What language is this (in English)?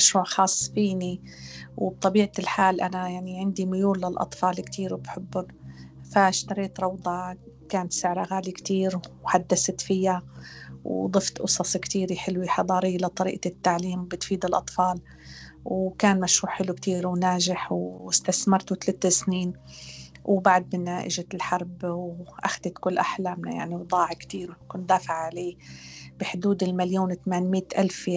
North Levantine Arabic